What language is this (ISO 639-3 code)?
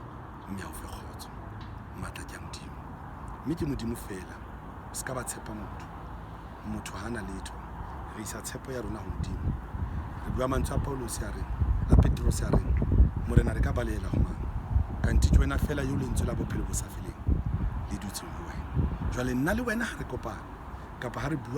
sot